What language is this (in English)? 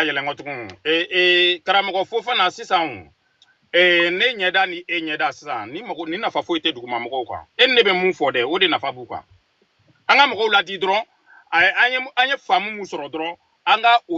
Bambara